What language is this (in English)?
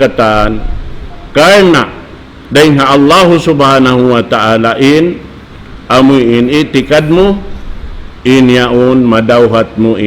Tausug